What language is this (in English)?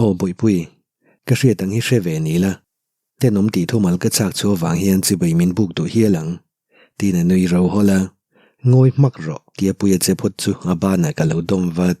Mizo